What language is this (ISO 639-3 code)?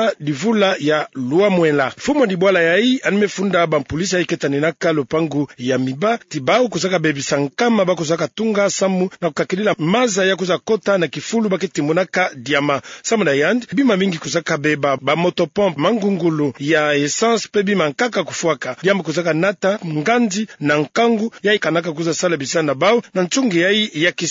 ktu